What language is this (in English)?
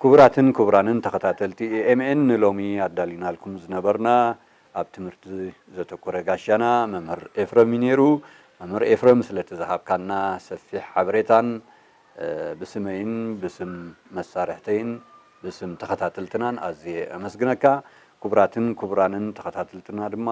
Tigrinya